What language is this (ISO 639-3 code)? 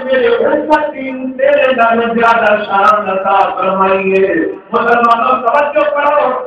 skr